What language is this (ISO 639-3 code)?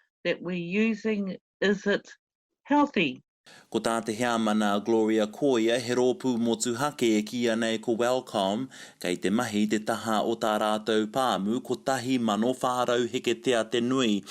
mri